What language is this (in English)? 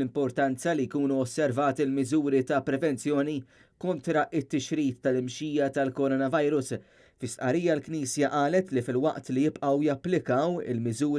Maltese